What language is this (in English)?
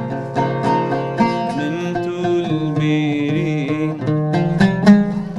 Kurdish